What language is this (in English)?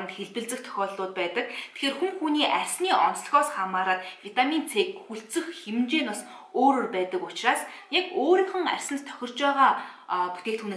Mongolian